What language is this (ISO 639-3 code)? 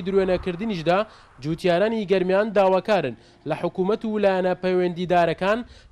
ckb